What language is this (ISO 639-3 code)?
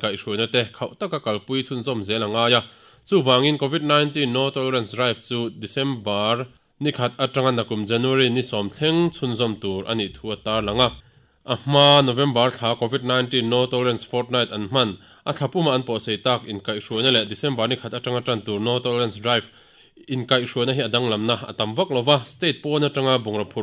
lus